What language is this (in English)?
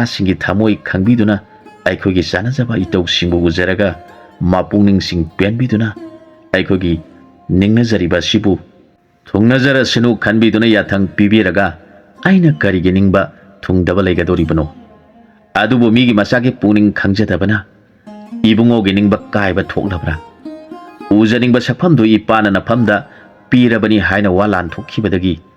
Manipuri